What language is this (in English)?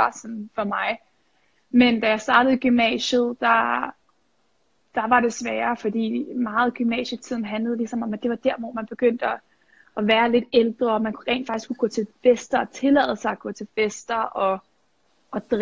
Danish